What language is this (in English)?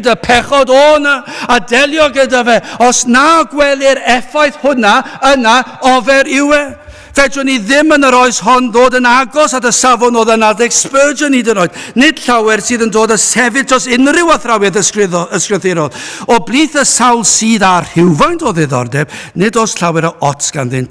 Welsh